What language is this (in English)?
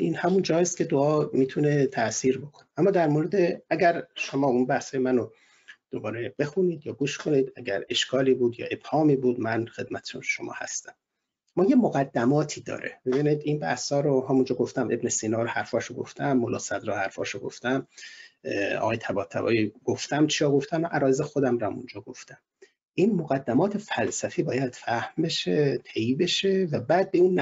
Persian